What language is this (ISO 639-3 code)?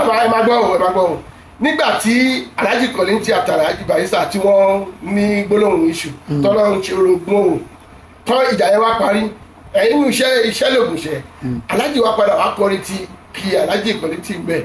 yor